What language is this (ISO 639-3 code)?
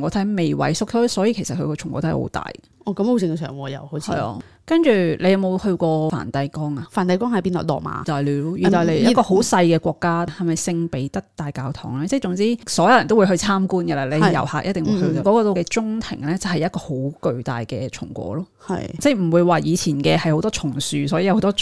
yue